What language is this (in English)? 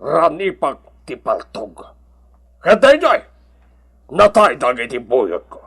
Iloko